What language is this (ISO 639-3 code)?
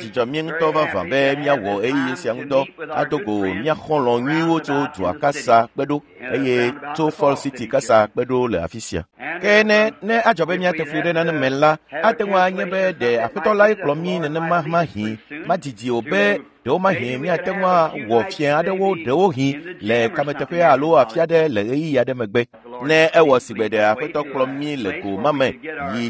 ewe